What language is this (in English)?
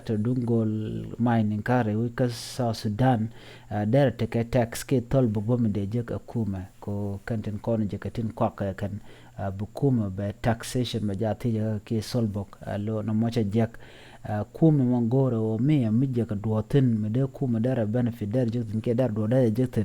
Nuer